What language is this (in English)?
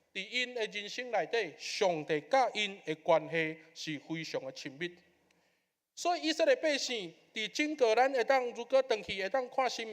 Min Nan Chinese